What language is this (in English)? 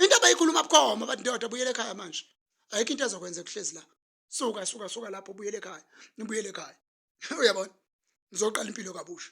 Zulu